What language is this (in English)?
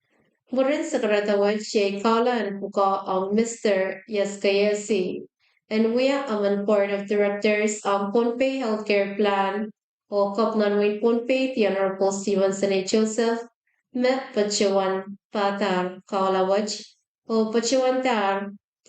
Pohnpeian